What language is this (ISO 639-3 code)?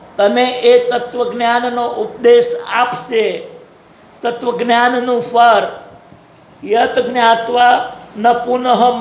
guj